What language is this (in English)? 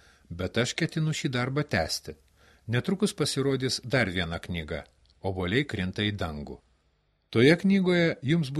Lithuanian